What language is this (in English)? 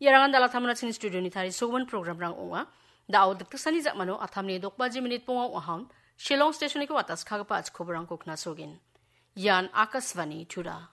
Garo